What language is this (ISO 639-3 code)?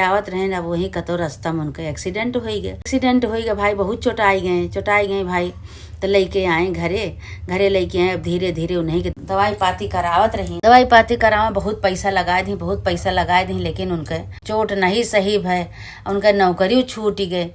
awa